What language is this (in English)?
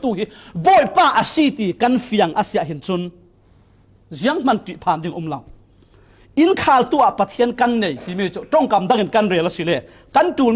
Falam Chin